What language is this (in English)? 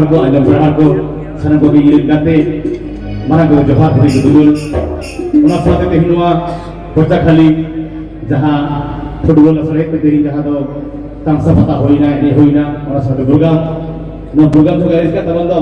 Santali